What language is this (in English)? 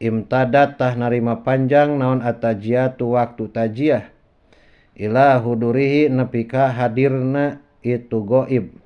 Sundanese